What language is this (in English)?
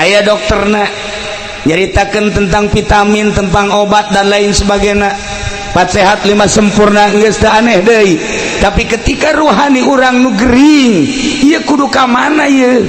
Sundanese